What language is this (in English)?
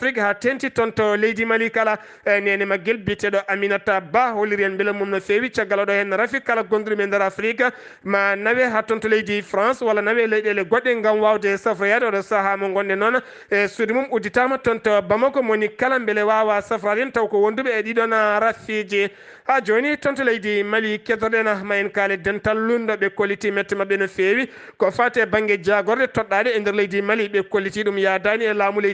Fula